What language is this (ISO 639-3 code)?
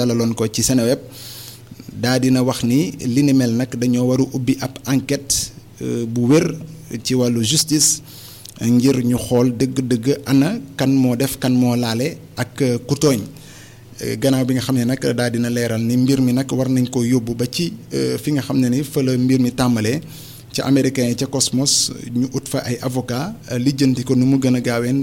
wol